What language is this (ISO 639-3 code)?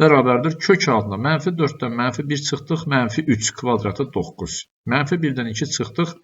aze